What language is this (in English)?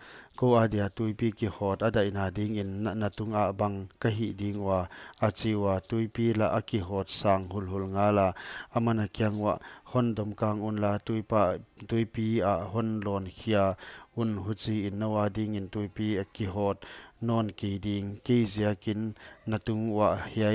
Paite Chin